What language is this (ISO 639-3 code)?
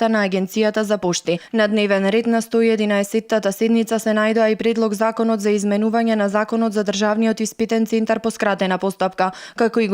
mkd